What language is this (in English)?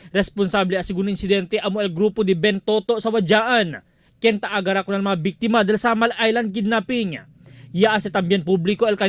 Chavacano